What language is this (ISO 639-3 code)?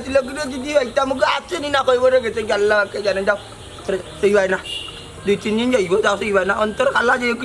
syl